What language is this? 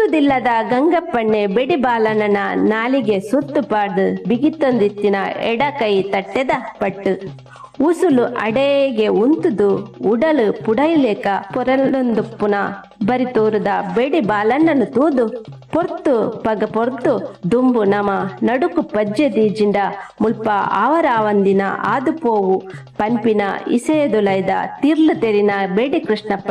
Tulu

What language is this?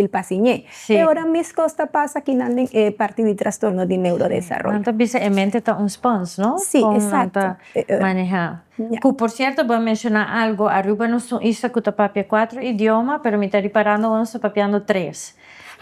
Papiamento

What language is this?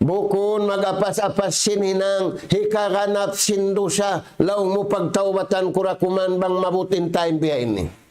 Tausug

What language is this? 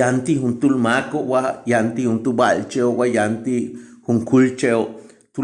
Yucateco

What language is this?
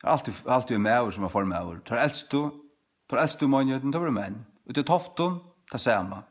Faroese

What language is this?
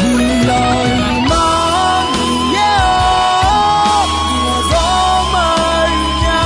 Akha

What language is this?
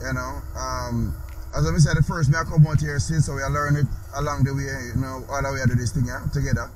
Jamaican Creole English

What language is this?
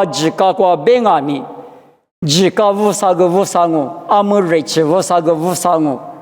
Lisu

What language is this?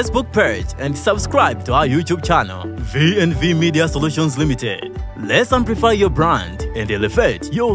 Nyanja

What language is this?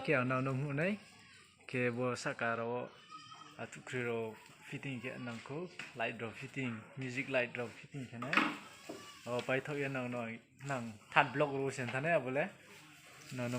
Riang (India)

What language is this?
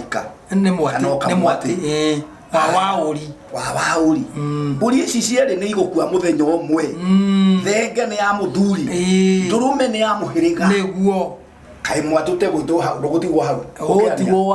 Kikuyu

